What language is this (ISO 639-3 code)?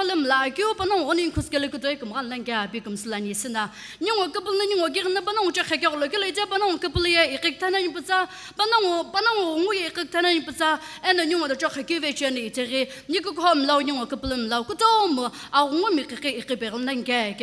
nsm